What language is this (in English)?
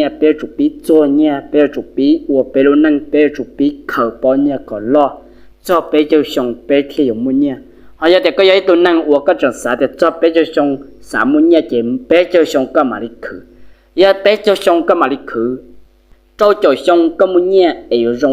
Hmong